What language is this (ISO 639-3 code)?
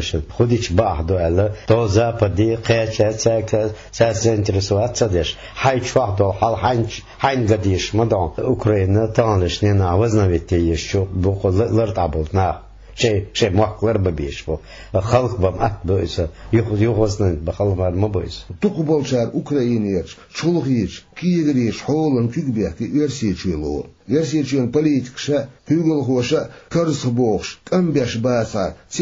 che